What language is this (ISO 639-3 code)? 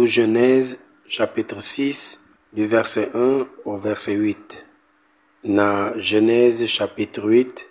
knf